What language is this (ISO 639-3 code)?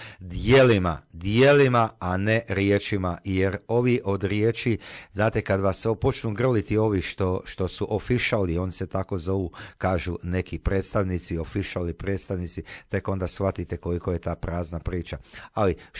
hrv